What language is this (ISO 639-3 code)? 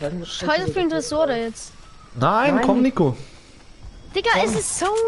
bar